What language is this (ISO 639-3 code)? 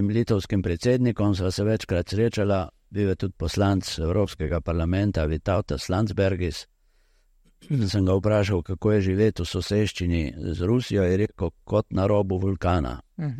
slv